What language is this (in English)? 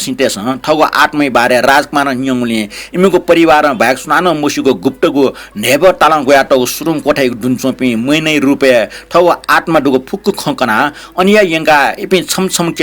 Newari